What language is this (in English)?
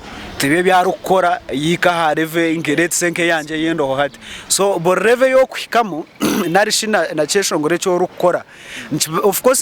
Nyankole